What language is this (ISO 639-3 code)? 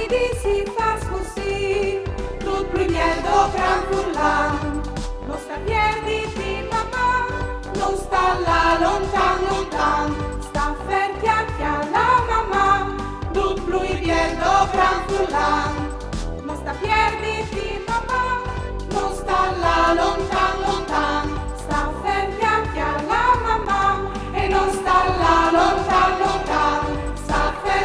fur